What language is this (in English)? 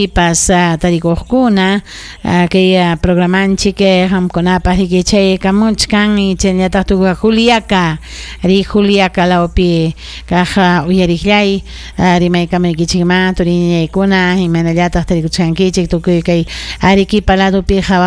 Ayacucho Quechua